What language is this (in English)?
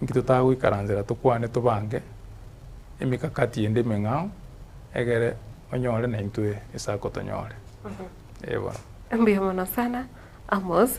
Gusii